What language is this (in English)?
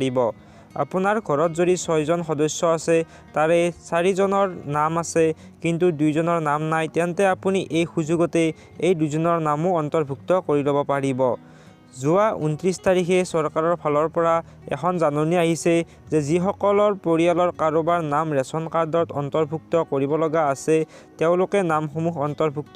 Assamese